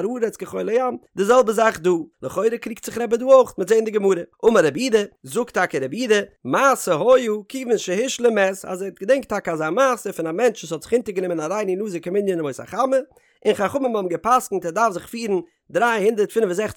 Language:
Yiddish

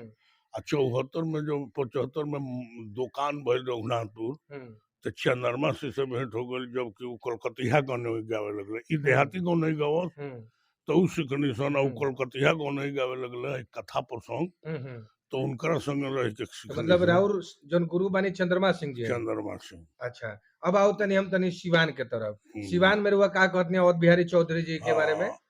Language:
Bhojpuri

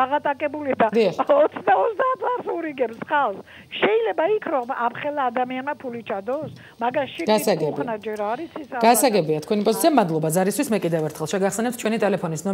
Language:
Georgian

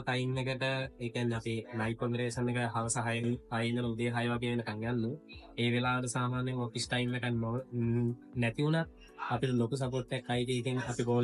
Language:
Sinhala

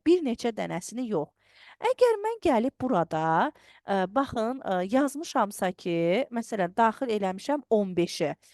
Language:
Azerbaijani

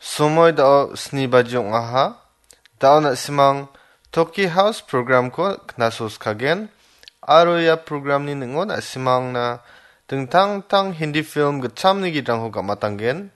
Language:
Garo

